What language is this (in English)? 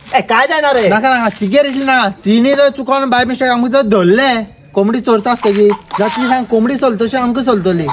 Konkani